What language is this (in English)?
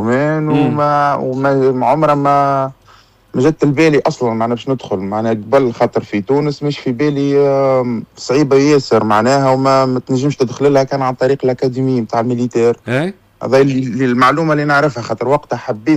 Tunisian Arabic